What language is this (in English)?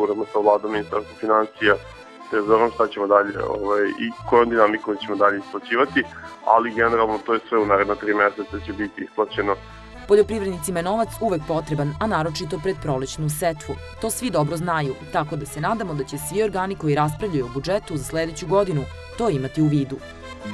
Serbian